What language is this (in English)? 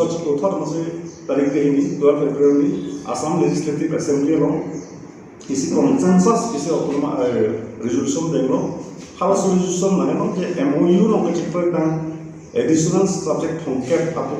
Karbi